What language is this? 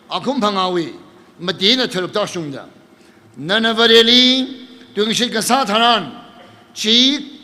Tangkhul Naga (India)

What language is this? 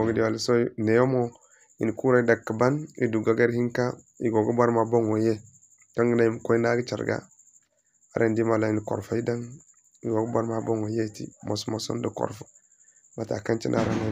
Zarma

